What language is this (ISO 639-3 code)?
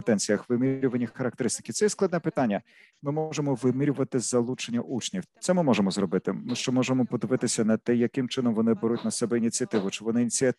ukr